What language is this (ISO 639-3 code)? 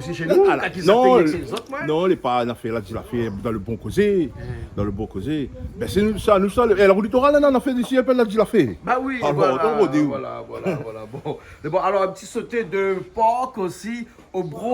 rcf